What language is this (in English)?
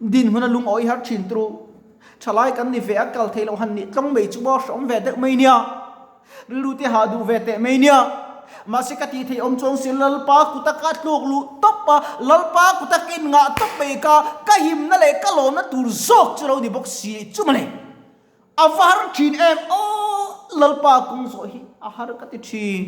Mizo